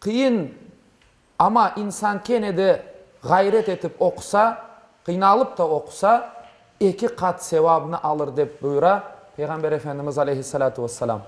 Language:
Crimean Tatar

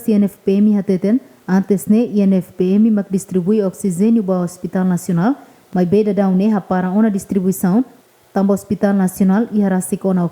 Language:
Tetum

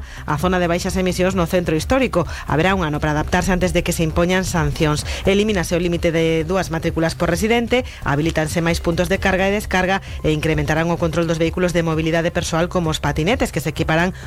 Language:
Galician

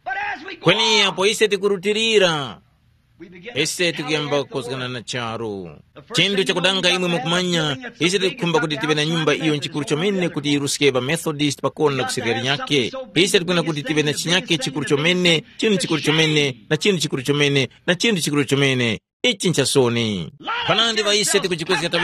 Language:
Tumbuka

